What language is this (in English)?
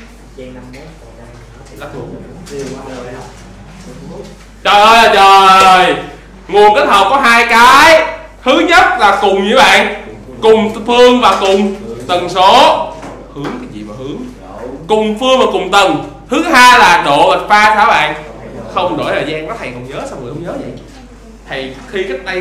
Vietnamese